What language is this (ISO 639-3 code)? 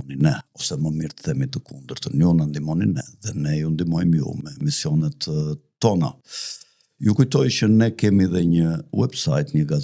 sqi